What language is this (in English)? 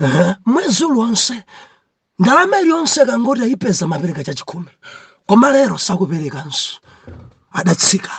Nyanja